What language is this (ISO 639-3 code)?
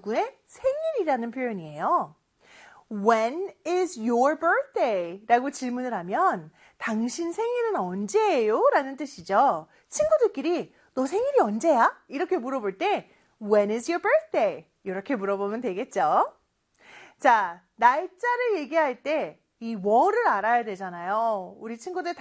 kor